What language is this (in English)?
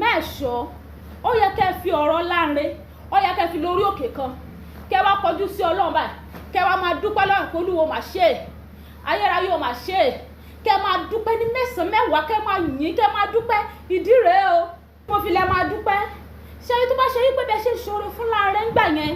Yoruba